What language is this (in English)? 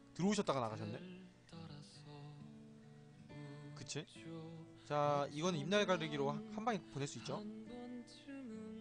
Korean